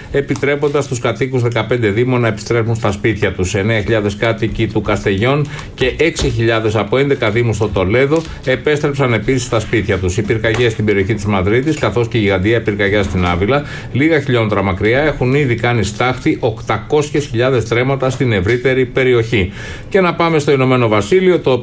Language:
Greek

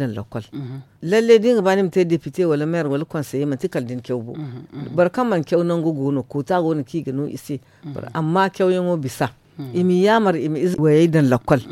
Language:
Zarma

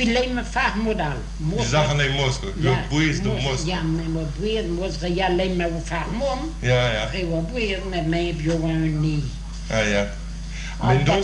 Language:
Breton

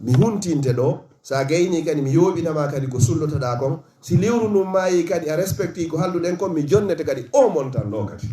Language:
Fula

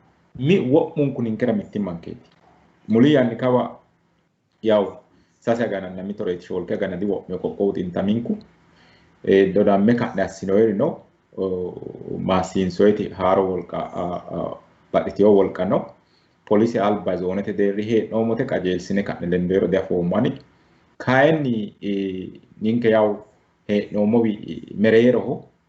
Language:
Sidamo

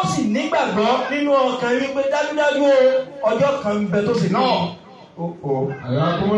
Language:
Yoruba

